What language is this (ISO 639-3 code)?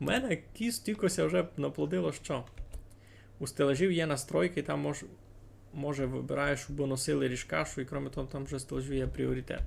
rue